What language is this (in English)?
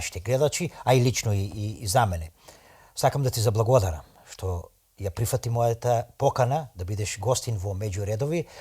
Macedonian